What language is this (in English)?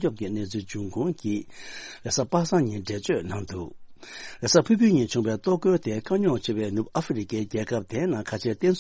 Tibetan